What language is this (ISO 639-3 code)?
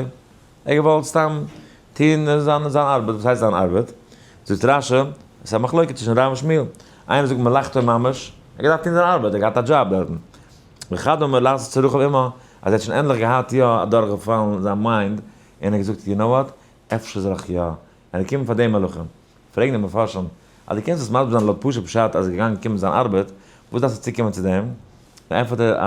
yid